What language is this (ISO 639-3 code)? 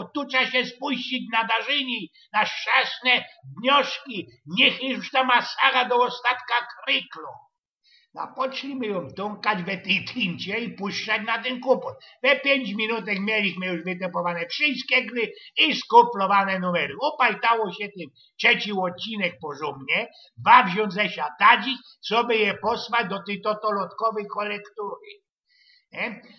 szl